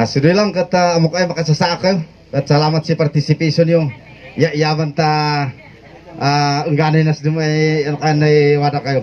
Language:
Kankanaey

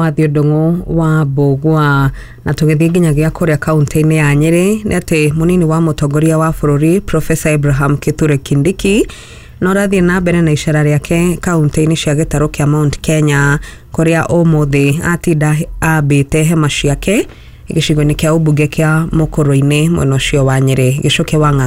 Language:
Kikuyu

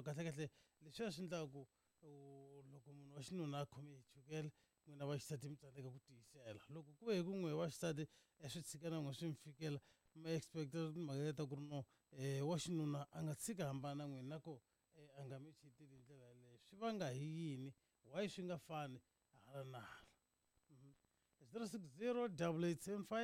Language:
Tsonga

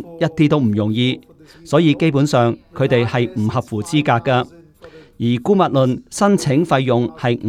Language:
Cantonese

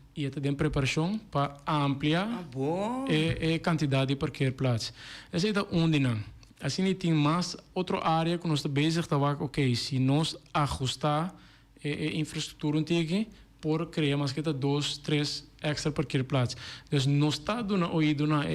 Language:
Papiamento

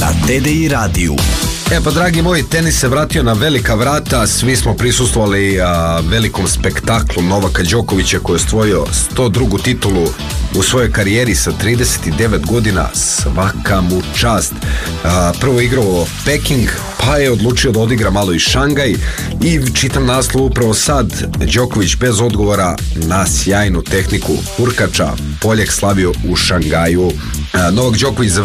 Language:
Serbian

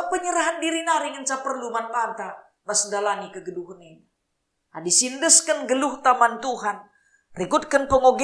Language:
Batak Karo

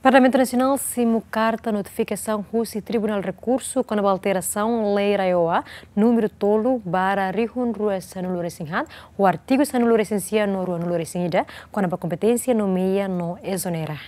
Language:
Tetum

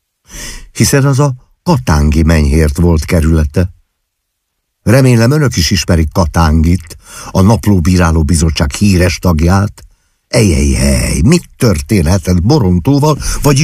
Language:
Hungarian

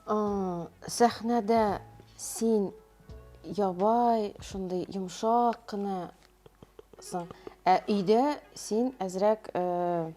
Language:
Tatar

